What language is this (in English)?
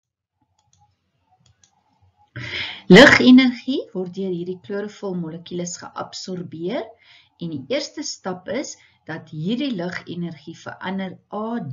Afrikaans